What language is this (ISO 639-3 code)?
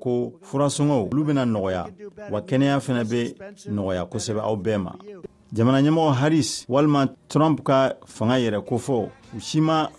bam